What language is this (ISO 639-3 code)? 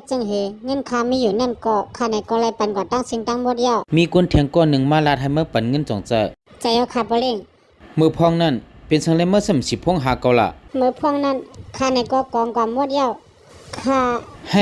shn